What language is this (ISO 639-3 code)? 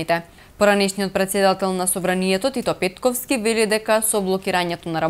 mkd